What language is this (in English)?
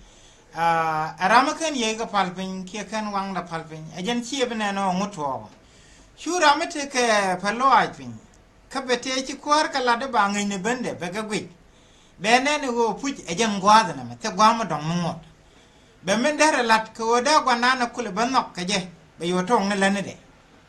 Nuer